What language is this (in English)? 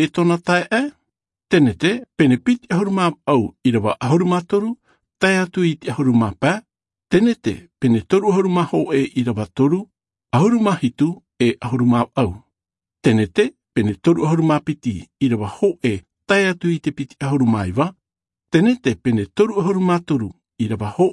Albanian